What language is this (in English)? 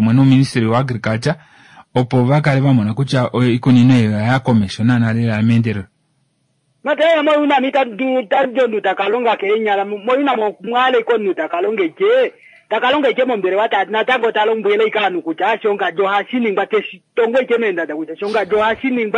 Kuanyama